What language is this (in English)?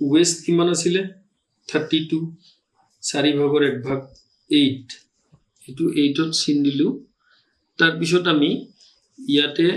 Assamese